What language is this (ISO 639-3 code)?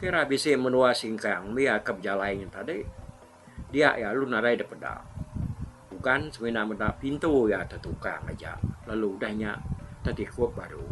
iba